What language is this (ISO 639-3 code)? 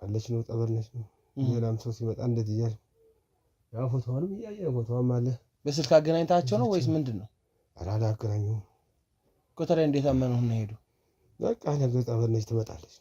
amh